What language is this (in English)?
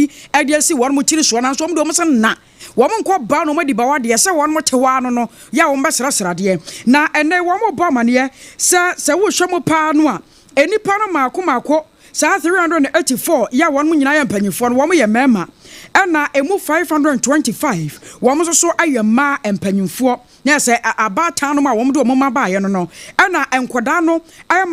Akan